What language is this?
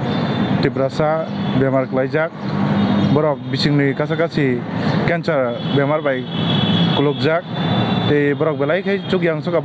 Kok Borok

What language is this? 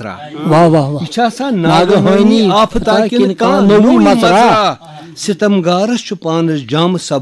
Kashmiri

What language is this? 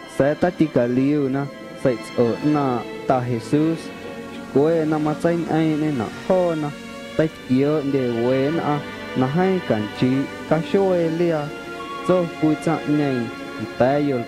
Guerrero Amuzgo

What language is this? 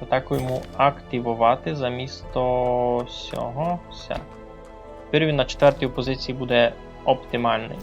Rusyn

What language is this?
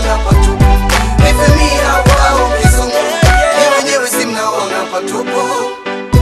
Swahili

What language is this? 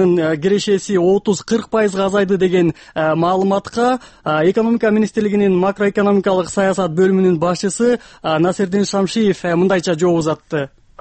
Kyrgyz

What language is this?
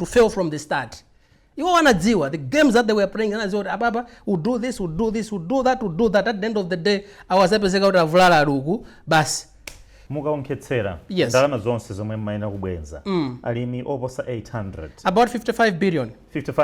Nyanja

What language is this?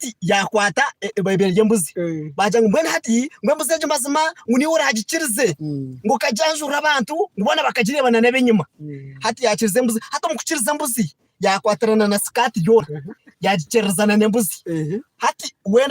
Nyankole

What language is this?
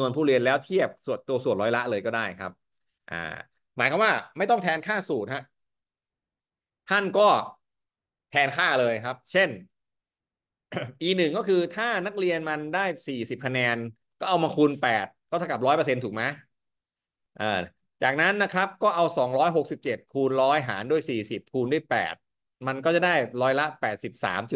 Thai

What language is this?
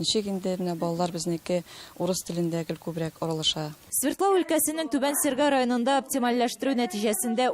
Tatar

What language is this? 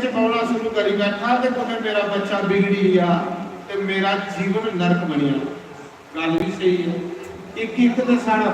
Dogri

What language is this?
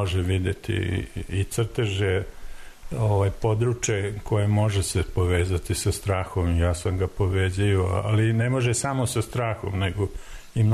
Serbian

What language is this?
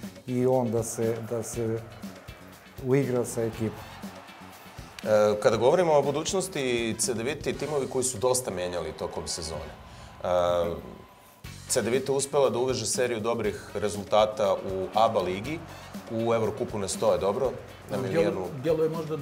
Serbian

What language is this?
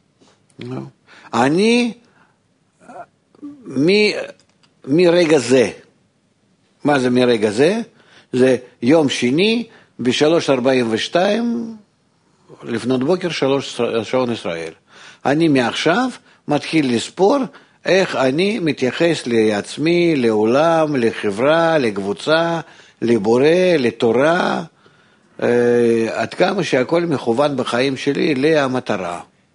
Hebrew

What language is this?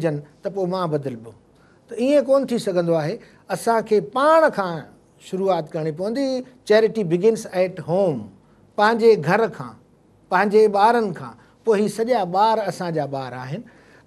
Sindhi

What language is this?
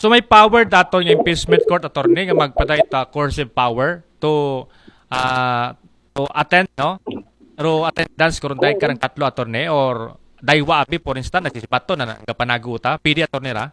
Aklanon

